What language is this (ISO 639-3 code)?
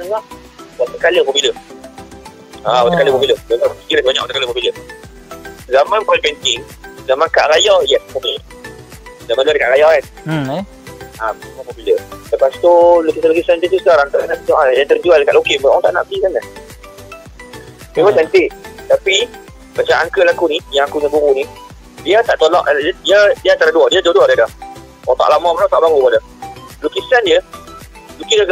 msa